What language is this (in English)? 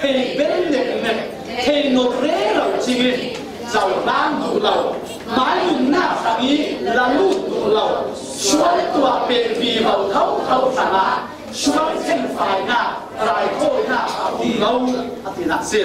Falam Chin